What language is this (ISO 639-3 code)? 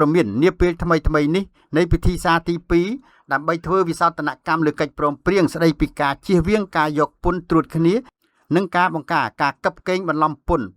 khm